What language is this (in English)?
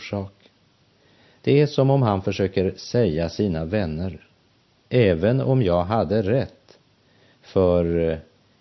Swedish